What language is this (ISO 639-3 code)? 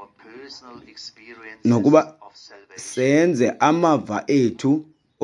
xho